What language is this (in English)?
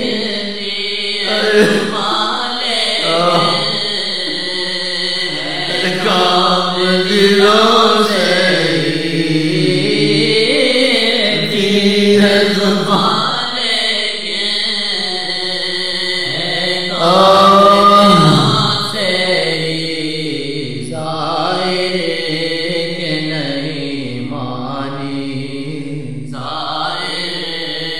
Urdu